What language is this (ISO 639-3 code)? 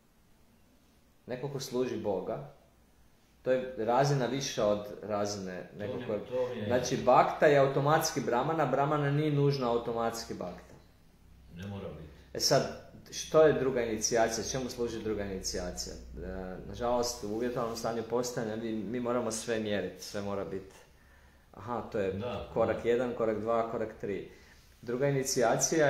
hrv